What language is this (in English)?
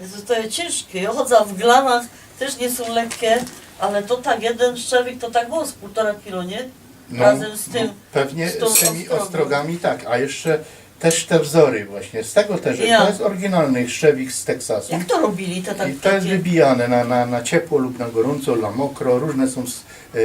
Silesian